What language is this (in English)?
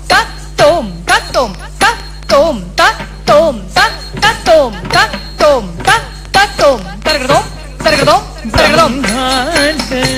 Kannada